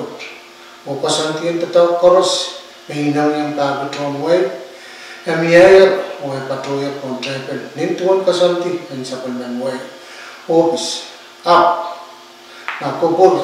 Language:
Pohnpeian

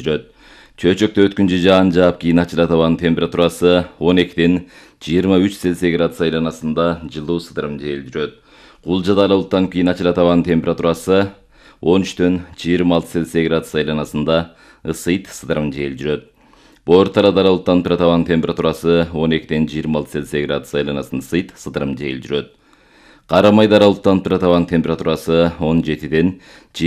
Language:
Kyrgyz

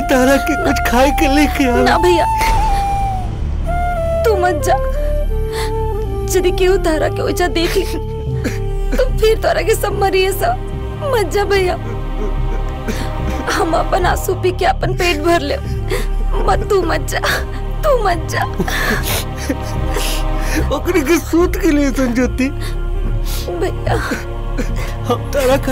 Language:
Bhojpuri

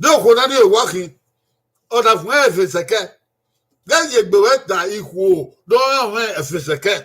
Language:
Bini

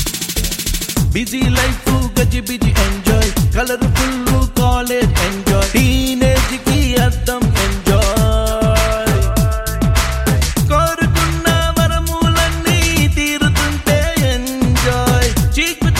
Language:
Telugu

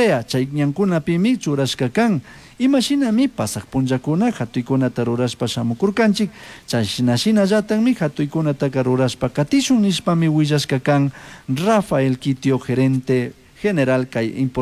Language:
Chimborazo Highland Quichua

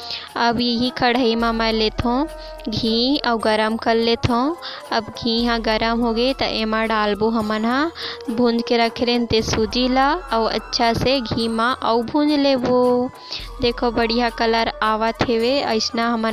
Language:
Chhattisgarhi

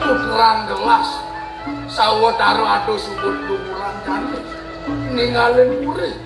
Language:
Balinese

